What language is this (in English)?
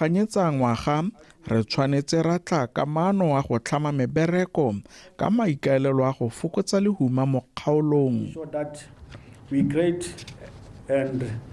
Tswana